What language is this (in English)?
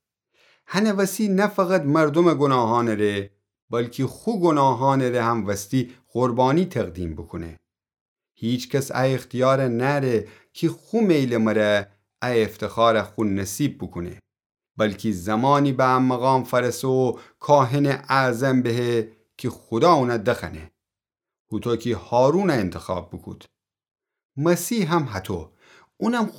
Gilaki